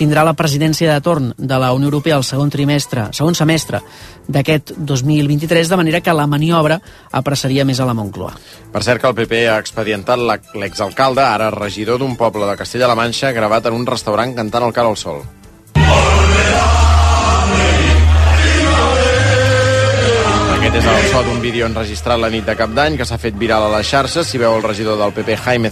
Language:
Catalan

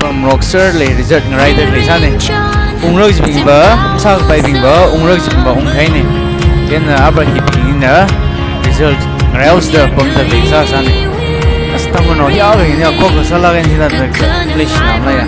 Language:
Tangkhul Naga (India)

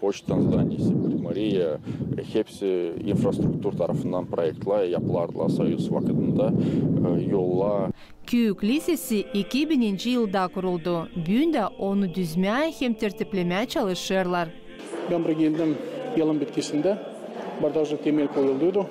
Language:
Gagauz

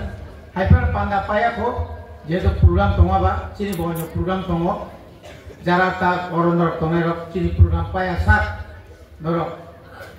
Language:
Kok Borok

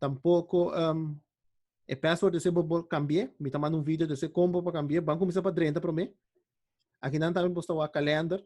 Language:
Papiamento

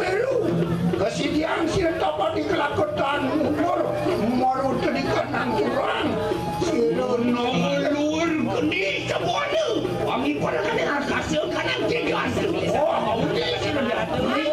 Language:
Balinese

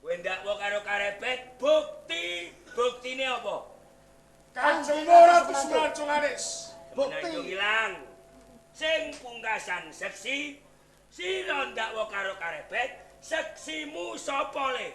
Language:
Javanese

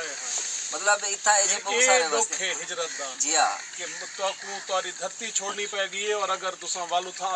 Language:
Saraiki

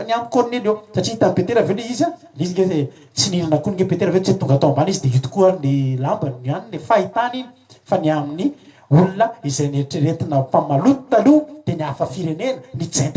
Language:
Malagasy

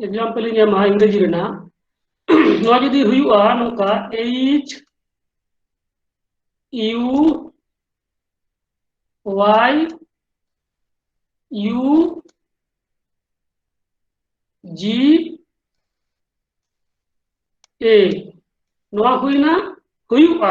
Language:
Santali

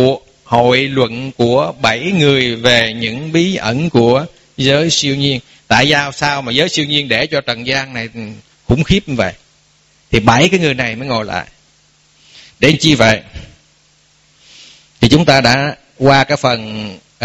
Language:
Vietnamese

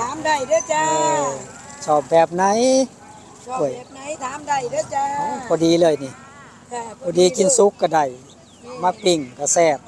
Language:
Northeastern Thai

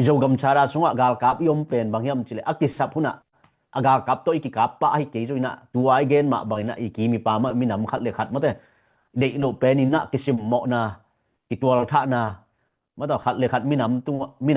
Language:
Tedim Chin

